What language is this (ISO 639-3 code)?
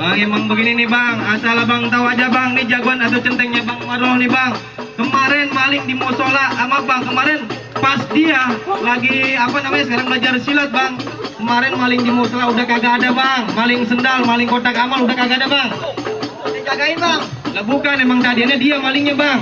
bew